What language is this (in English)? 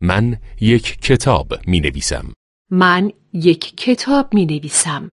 Persian